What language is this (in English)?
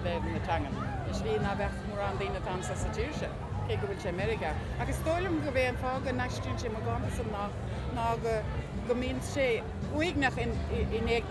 Irish